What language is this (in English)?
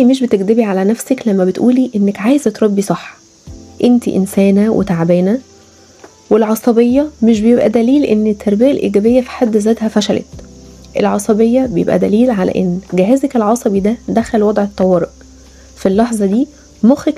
Egyptian Arabic